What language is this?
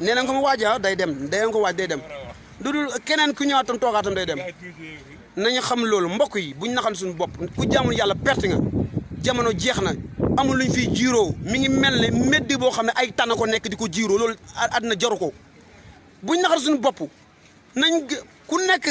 Wolof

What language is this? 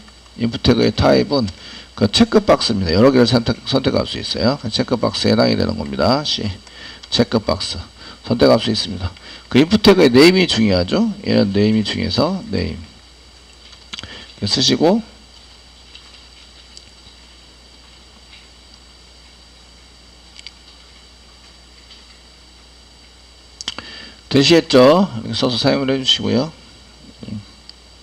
Korean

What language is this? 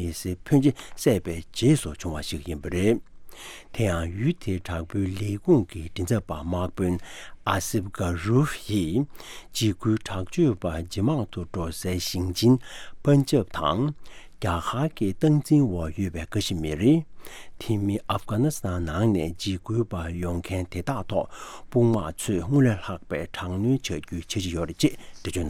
Tibetan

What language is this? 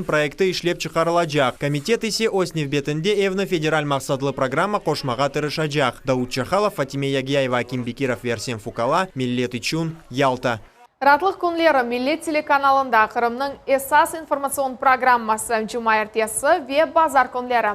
Crimean Tatar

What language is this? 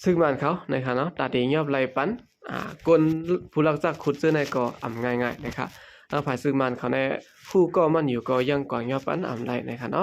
Shan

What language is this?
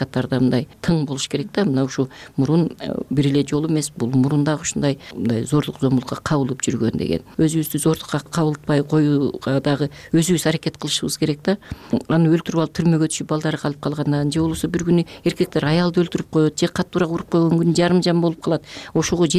Kyrgyz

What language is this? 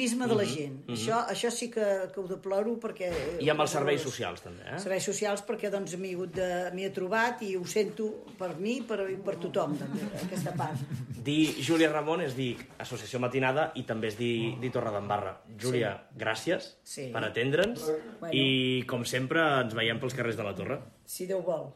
Catalan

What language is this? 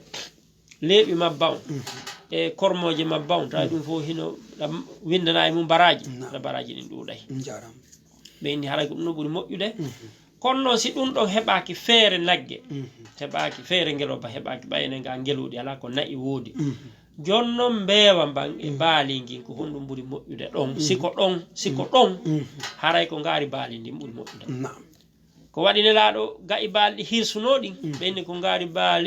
Fula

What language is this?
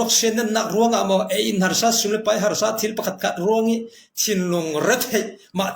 Falam Chin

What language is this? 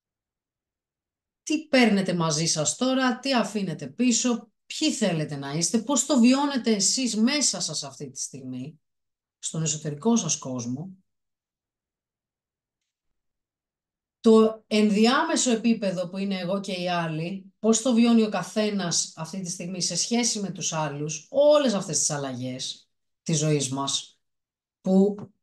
Greek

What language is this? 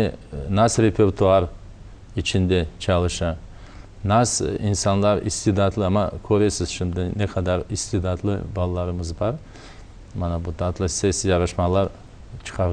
Crimean Tatar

